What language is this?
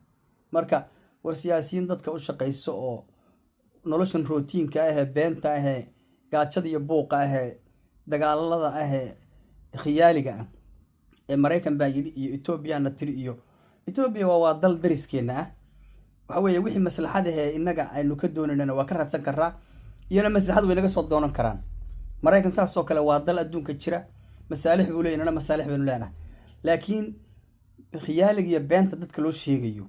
Somali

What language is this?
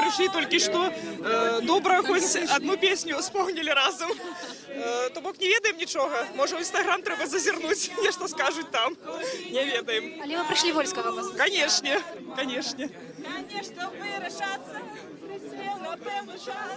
Belarusian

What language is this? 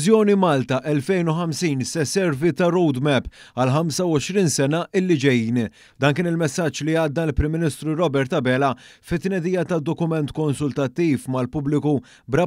Maltese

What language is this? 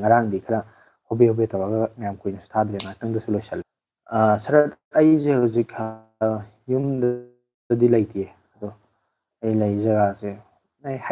Manipuri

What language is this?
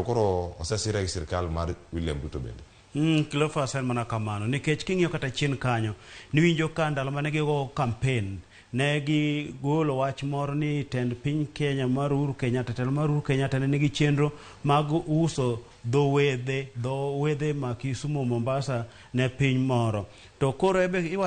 Luo (Kenya and Tanzania)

